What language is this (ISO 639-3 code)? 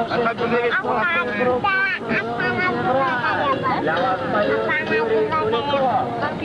chv